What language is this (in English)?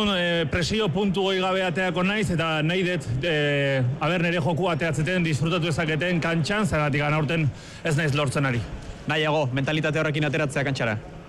Basque